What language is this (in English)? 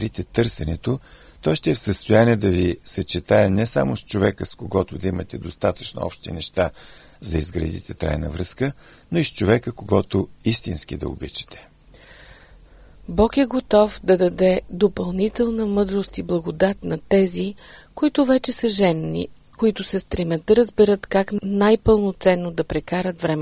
Bulgarian